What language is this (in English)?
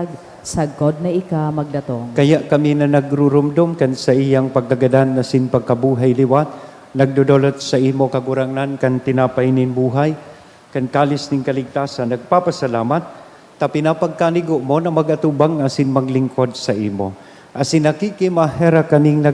Bikol